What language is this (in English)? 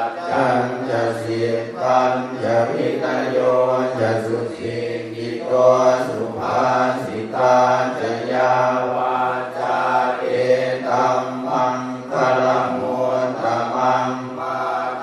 Pali